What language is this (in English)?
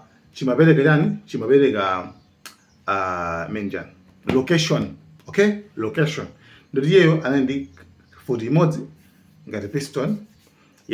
Nyanja